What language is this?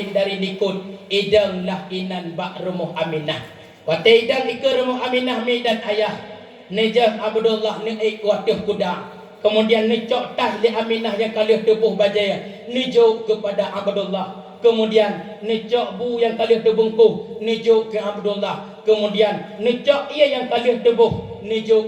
Achinese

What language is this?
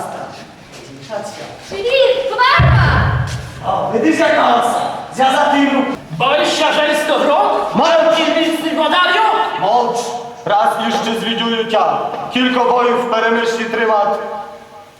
Rusyn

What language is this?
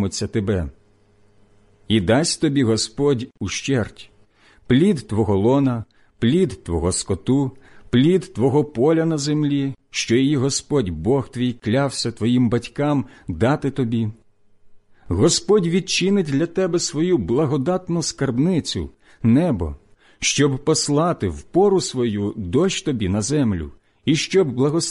Ukrainian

